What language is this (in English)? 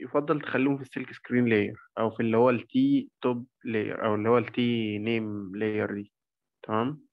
Egyptian Arabic